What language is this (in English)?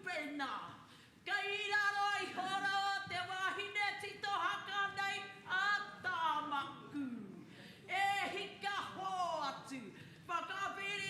Māori